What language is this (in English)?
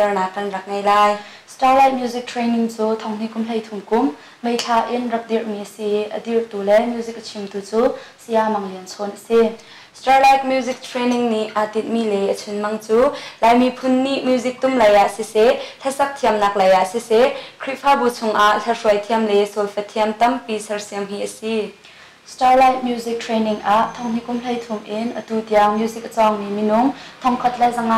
Hakha Chin